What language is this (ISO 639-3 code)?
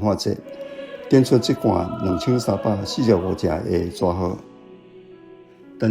nan